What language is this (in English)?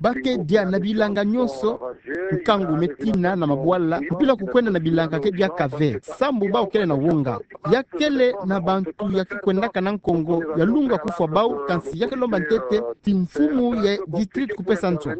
Kituba (Democratic Republic of Congo)